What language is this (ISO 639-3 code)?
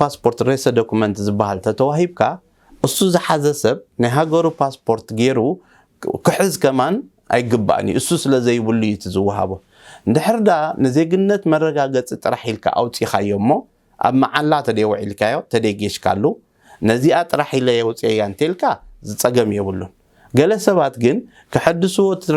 tir